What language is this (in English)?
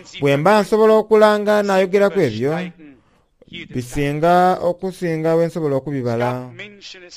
Soga